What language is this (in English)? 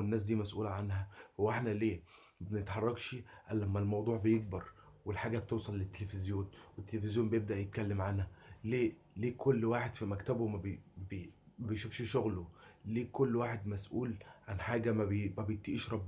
Egyptian Arabic